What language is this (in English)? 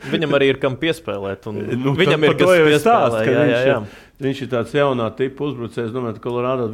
Latvian